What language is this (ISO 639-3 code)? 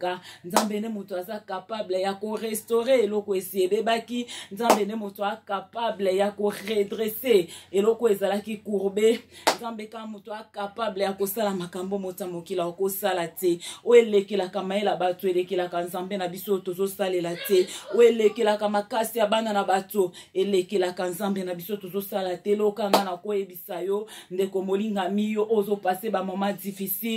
lin